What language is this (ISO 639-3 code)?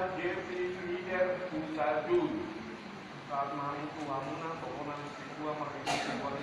bbc